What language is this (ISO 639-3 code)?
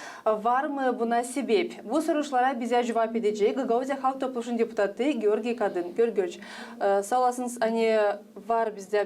gag